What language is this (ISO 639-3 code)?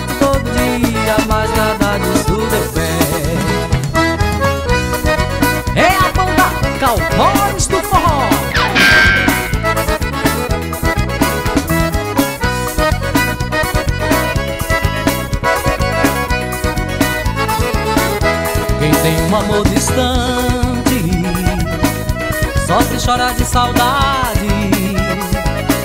por